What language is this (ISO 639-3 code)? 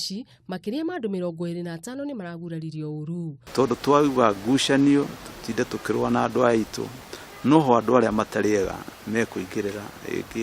kik